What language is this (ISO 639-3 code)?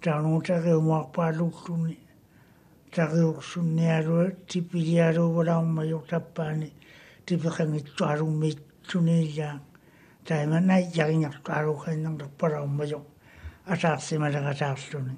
mri